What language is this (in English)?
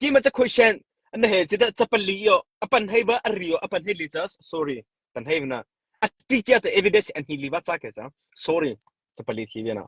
Mara Chin